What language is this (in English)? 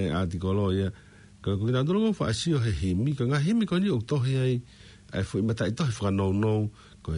Tongan